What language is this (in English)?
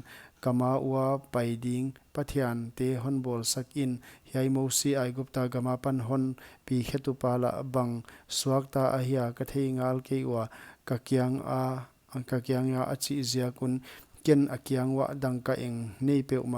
Paite Chin